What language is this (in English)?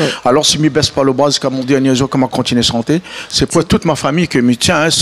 Réunion Creole French